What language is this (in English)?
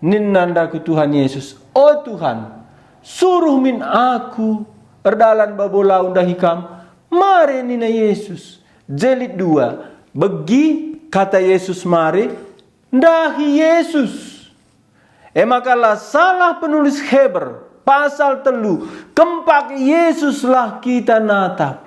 Batak Karo